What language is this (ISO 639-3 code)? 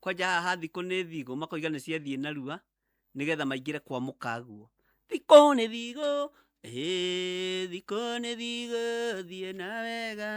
kik